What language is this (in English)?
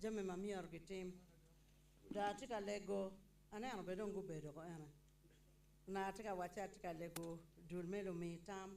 Acoli